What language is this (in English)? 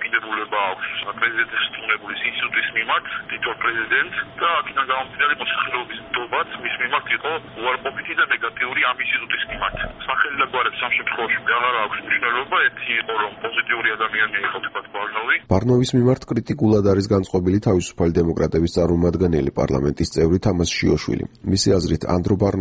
Georgian